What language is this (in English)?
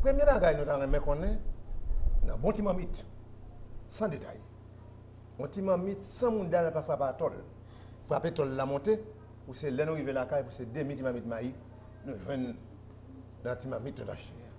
Haitian Creole